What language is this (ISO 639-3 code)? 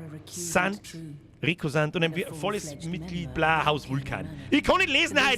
bar